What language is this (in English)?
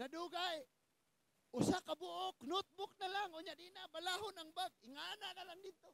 Cebuano